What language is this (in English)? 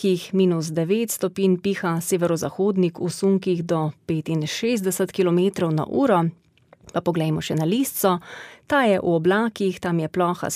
Slovenian